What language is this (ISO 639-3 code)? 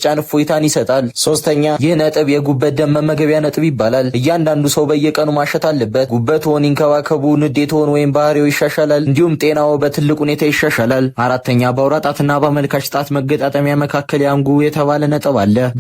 amh